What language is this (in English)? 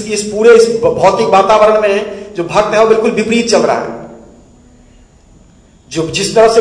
Hindi